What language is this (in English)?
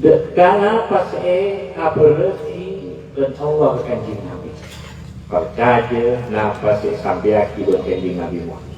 Madurese